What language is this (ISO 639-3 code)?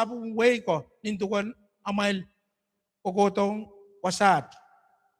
pon